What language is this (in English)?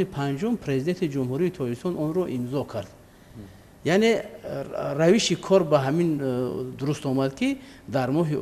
Tajik